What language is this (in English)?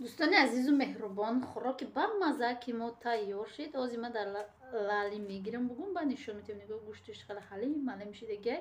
Tajik